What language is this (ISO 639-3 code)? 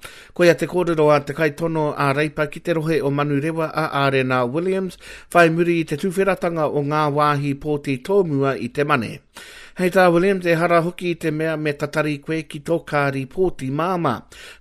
mri